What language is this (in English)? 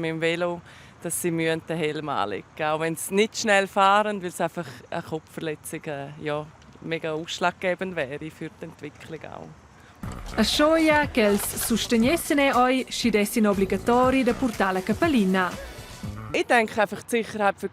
Romansh